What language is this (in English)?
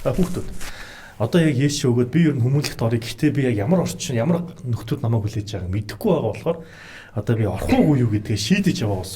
Mongolian